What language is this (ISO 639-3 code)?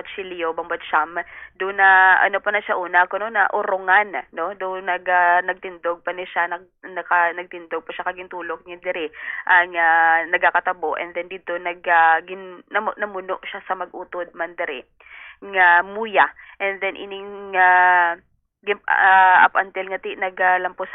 hil